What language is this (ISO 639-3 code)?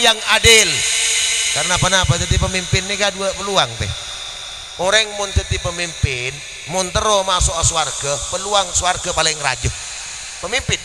mad